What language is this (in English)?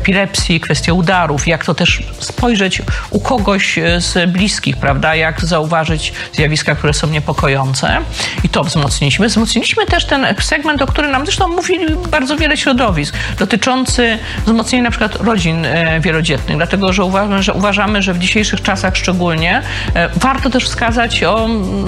Polish